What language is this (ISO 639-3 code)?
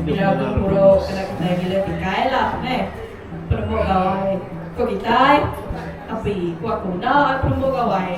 iba